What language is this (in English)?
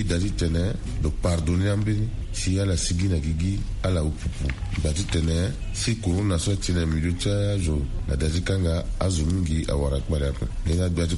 Sango